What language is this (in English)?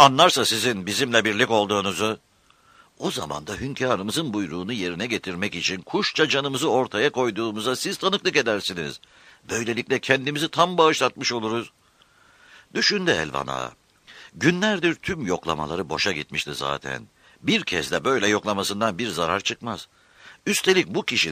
Turkish